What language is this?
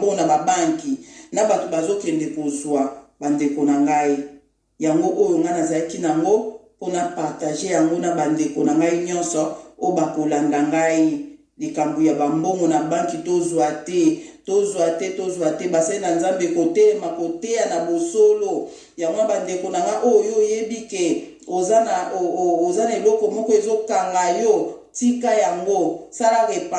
Lingala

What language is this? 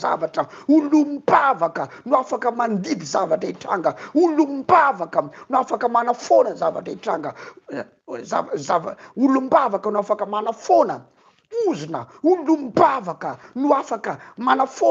Malagasy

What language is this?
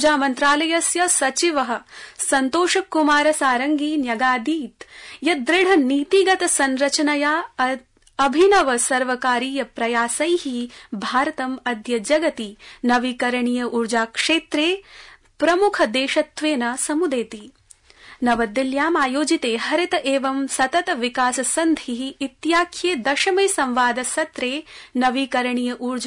Sanskrit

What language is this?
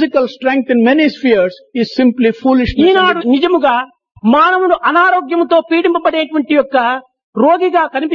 Telugu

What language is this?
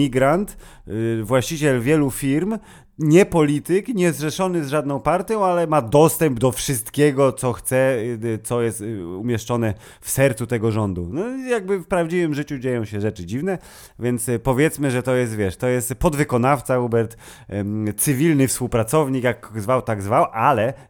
Polish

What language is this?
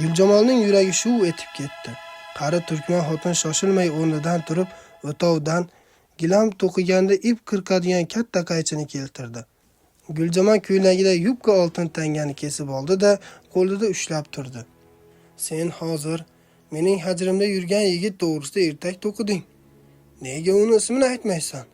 Uzbek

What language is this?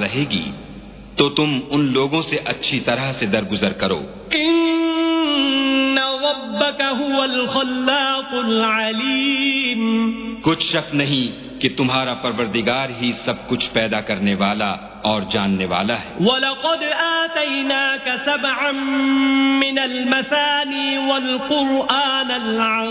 Urdu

